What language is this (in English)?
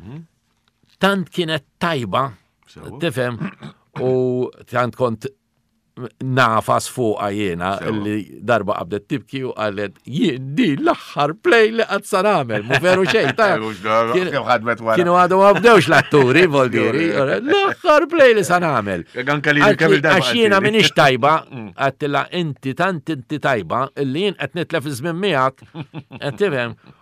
Maltese